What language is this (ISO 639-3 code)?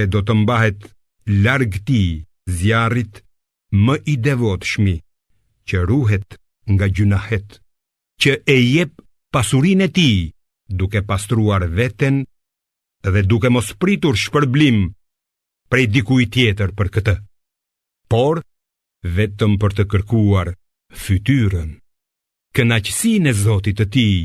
sqi